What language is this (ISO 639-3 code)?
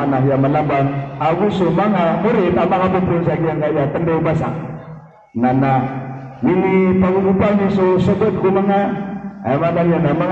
mrw